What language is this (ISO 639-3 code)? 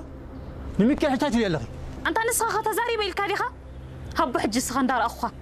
tir